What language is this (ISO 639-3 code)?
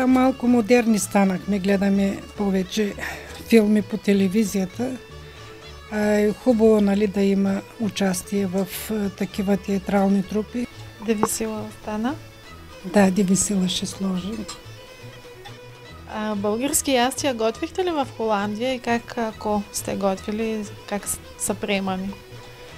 bul